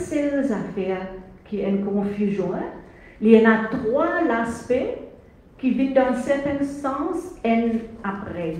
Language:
Morisyen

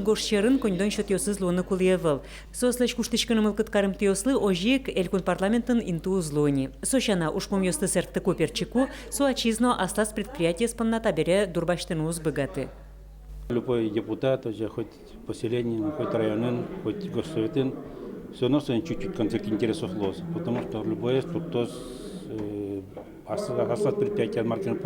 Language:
Udmurt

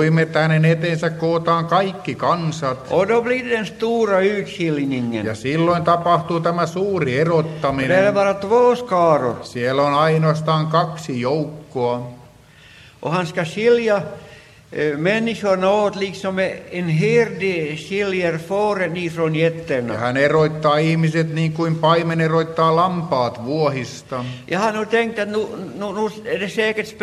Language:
Finnish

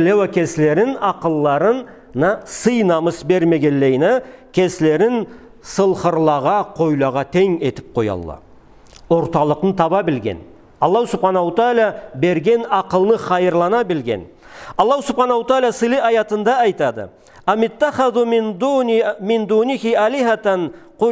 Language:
Karachay-Balkar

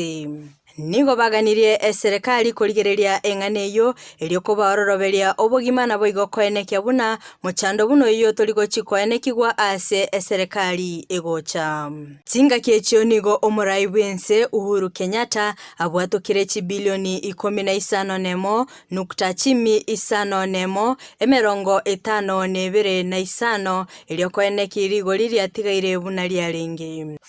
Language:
Gusii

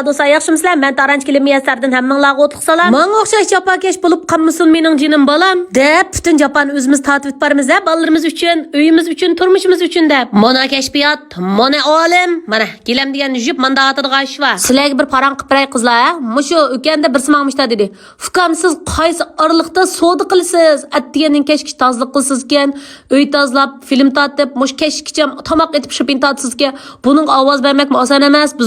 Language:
Uyghur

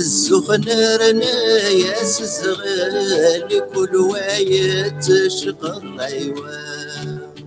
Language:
Kabyle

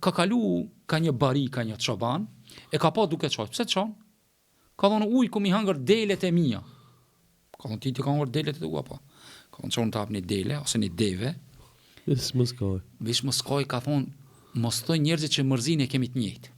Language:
Albanian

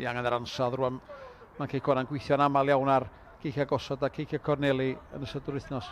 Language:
Welsh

